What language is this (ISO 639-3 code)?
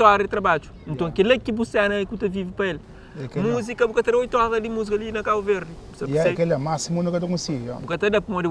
kea